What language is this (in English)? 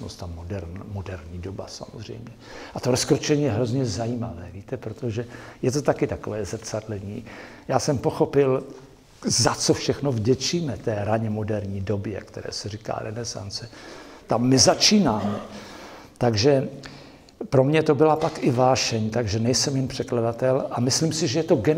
Czech